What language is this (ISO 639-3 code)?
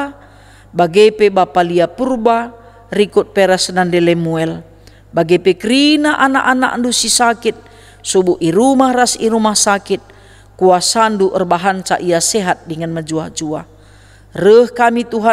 btx